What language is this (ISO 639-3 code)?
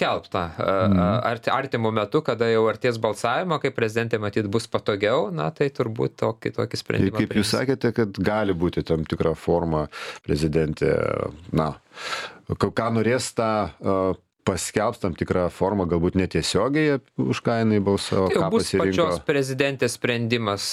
lit